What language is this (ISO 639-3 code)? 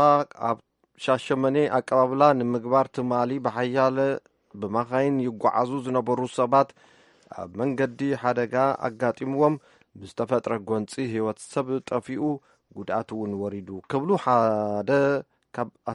tir